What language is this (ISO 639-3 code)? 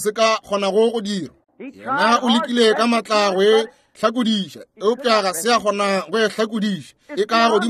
nso